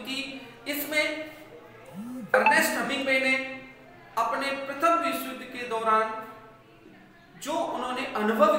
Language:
Hindi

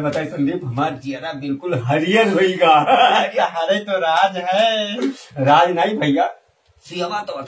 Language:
Awadhi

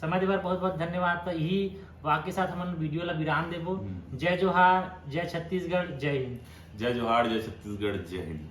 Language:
Chhattisgarhi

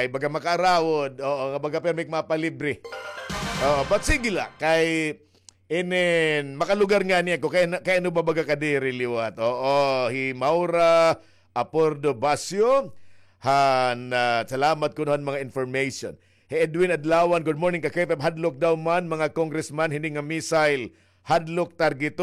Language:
Waray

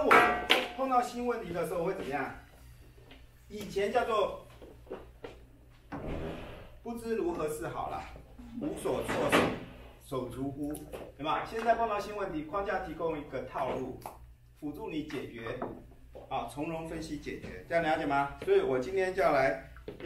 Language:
Chinese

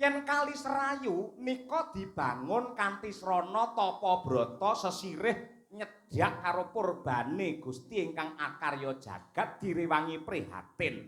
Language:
Javanese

